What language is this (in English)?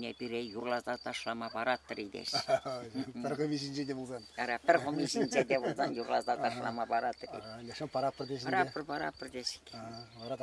Chuvash